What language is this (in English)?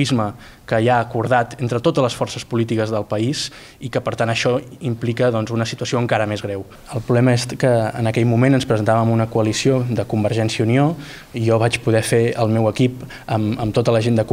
Catalan